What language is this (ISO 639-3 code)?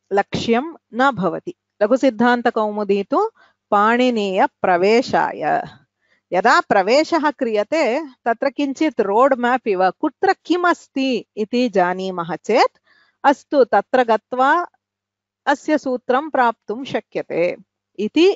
san